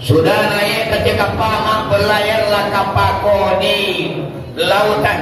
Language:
Minangkabau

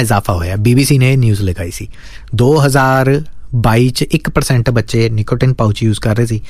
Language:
Punjabi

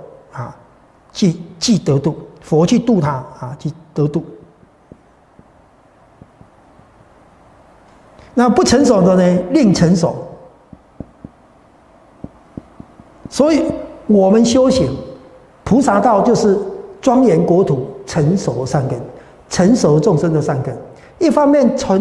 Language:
Chinese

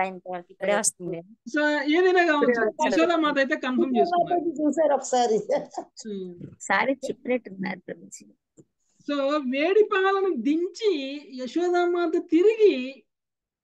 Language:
Telugu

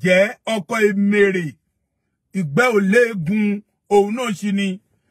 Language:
Yoruba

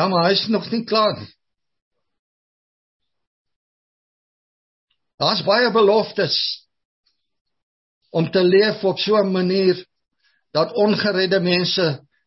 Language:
Afrikaans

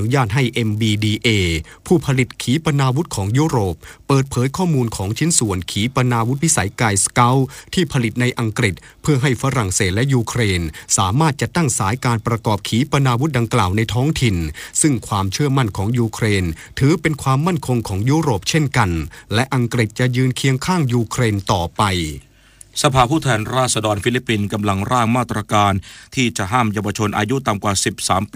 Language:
Thai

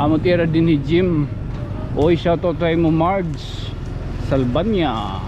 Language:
Waray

